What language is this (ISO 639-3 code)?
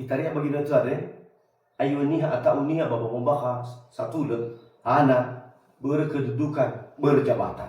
nia